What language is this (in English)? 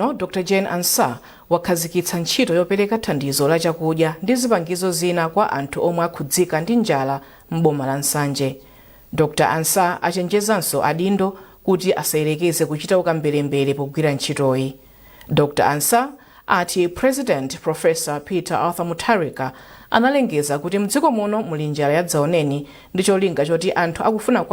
Nyanja